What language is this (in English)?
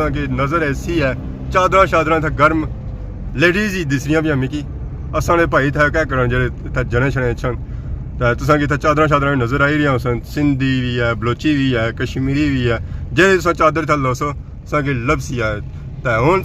Pahari-Potwari